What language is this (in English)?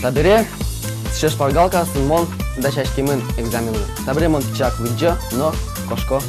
Udmurt